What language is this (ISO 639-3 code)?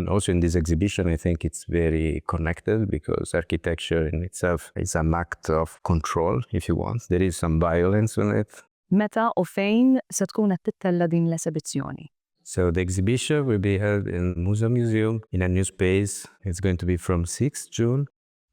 mlt